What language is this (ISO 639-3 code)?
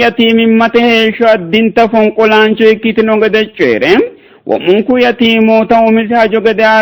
sid